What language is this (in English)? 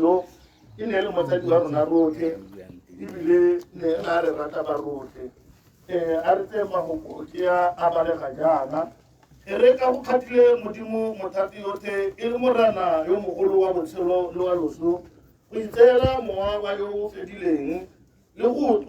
Tswana